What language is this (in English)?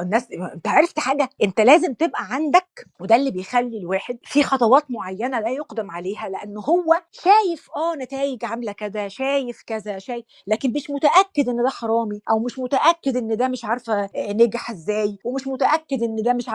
Egyptian Arabic